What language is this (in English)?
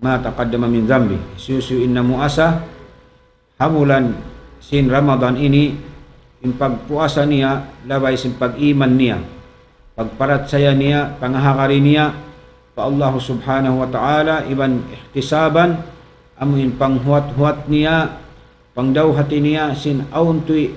Tausug